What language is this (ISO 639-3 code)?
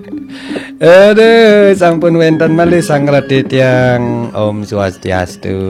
ban